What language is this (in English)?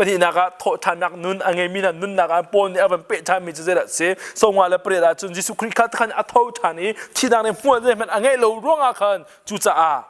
Hakha Chin